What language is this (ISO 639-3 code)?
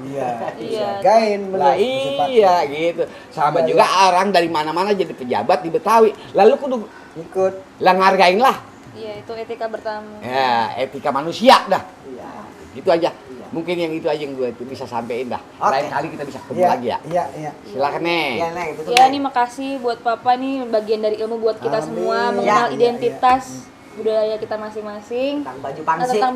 bew